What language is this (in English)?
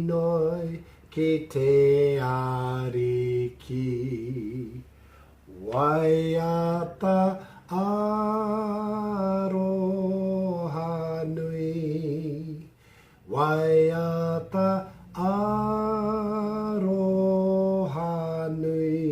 Māori